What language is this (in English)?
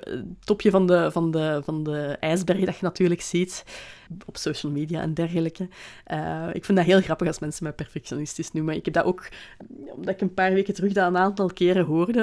Dutch